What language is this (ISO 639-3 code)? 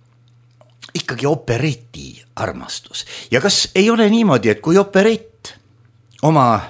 est